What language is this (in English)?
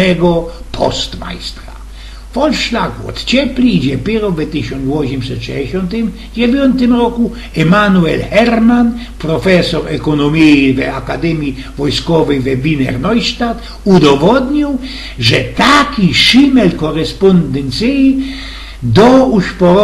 Silesian